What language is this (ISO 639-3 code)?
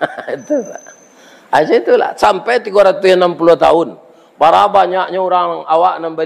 min